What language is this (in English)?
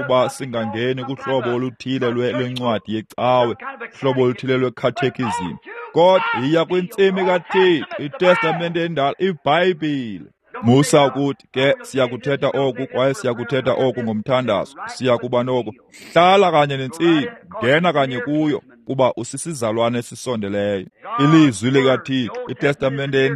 Xhosa